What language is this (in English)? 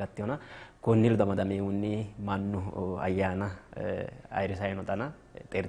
Sidamo